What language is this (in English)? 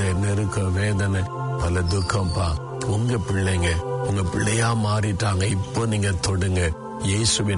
Tamil